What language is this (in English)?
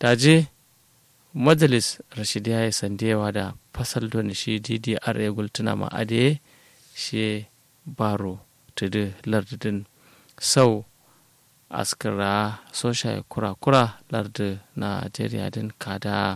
Kanuri